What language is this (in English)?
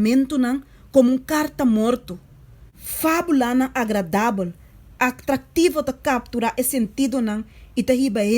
Papiamento